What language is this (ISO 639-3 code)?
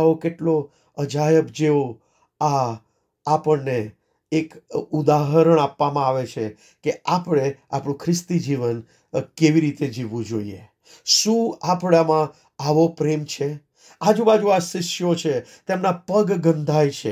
guj